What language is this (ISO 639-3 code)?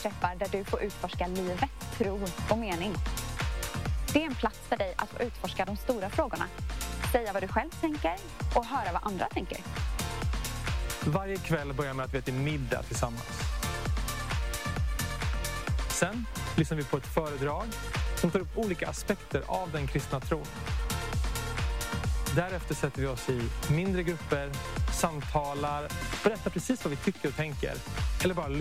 swe